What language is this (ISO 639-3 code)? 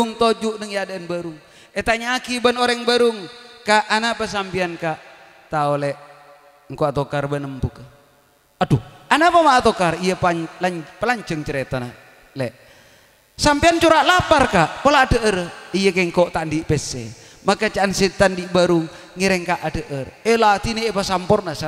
mad